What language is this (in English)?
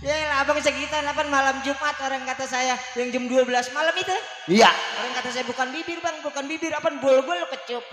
Betawi